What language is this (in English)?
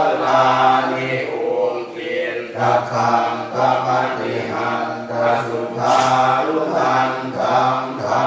Pali